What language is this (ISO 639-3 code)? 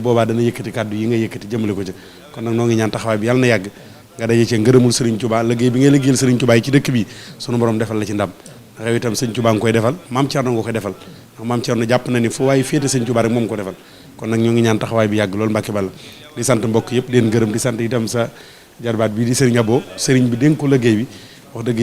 wol